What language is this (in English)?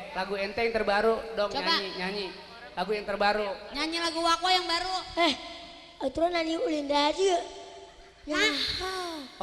Betawi